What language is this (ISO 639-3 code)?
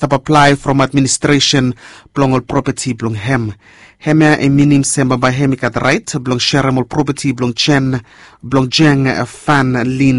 bis